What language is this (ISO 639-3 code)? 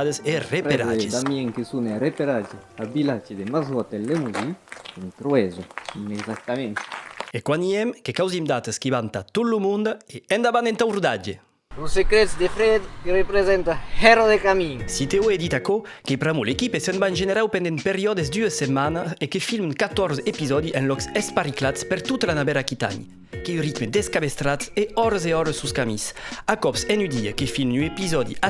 oci